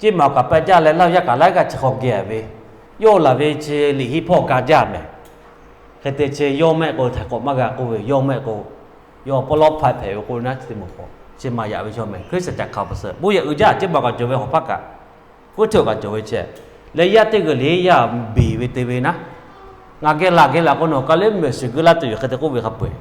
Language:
Lahu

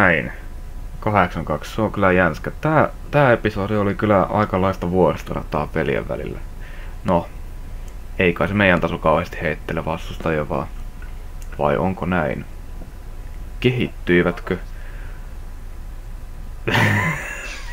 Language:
Finnish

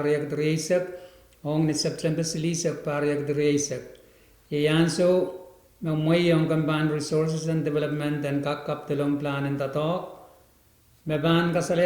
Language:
Pohnpeian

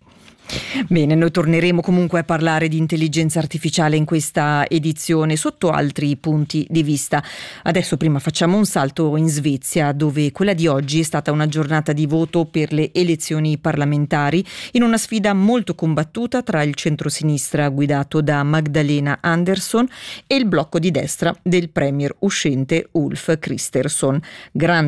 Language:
Italian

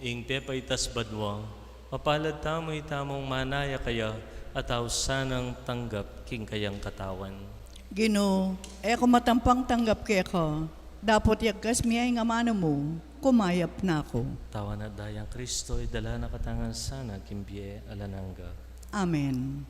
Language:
Pampanga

